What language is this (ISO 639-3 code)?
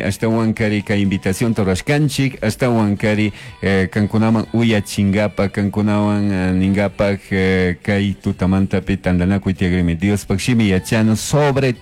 qug